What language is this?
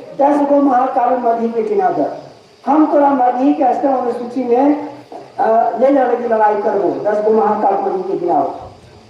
Magahi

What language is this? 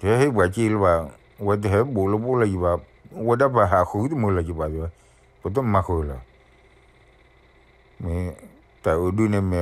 S'gaw Karen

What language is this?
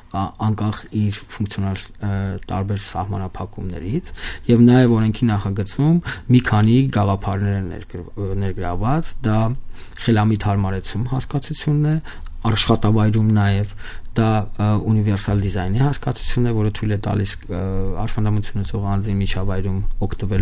Armenian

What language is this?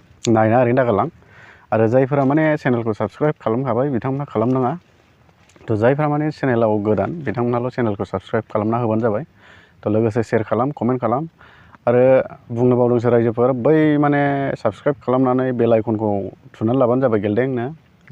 Bodo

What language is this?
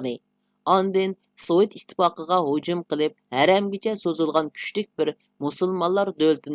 Uyghur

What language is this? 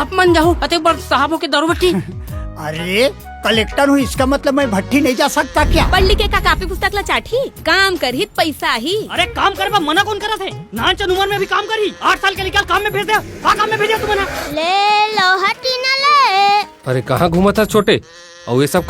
Chhattisgarhi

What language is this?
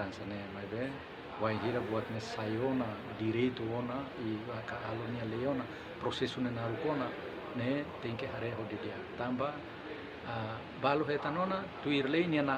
Tetum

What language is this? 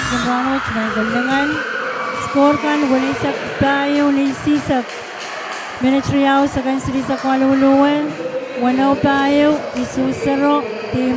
Pohnpeian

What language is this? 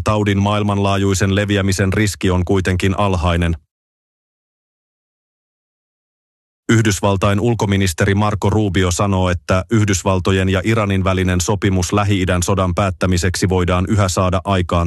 Finnish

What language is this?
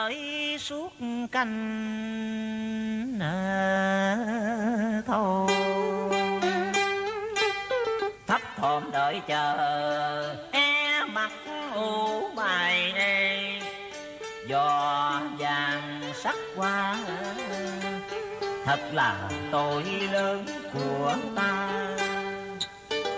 Vietnamese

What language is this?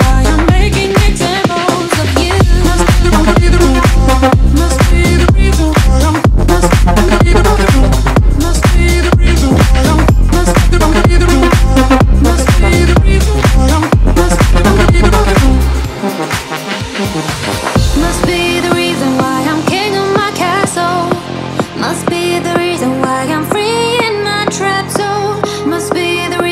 English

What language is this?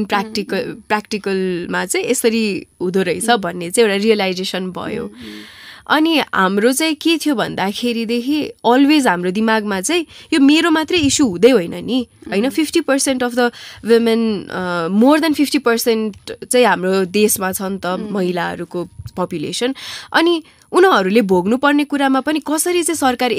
Nepali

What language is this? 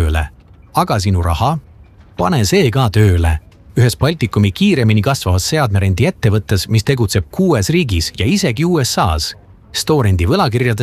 Estonian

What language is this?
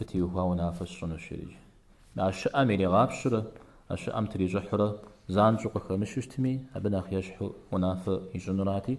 Kabardian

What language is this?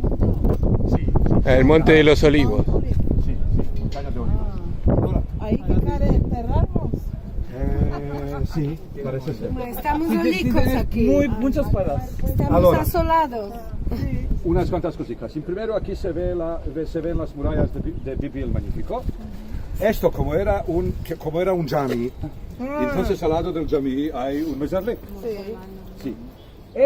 Ladino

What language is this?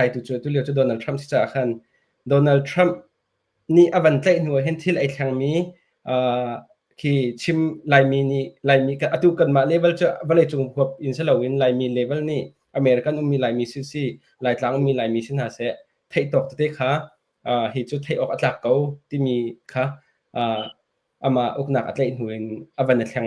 Hakha Chin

